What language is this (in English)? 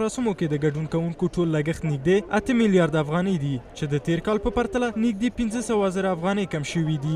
Pashto